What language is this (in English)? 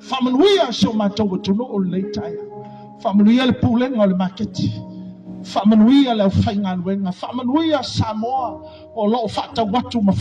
Samoan